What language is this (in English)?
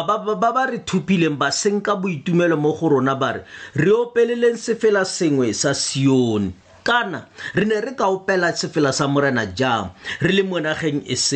Tswana